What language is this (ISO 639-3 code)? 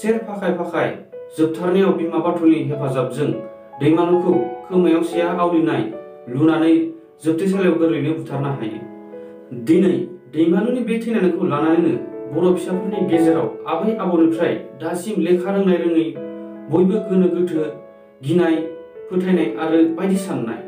brx